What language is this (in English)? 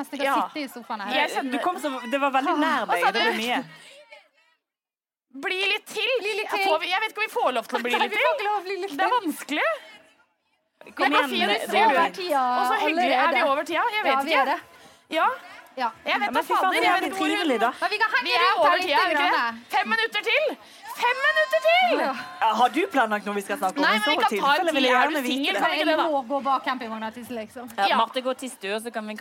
Norwegian